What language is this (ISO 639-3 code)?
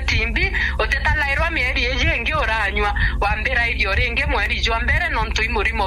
mer